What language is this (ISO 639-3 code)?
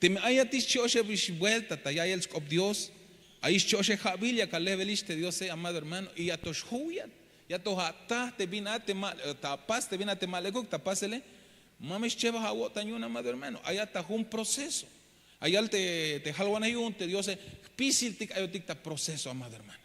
tzh